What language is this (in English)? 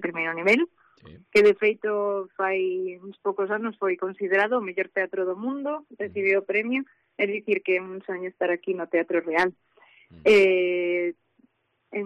Galician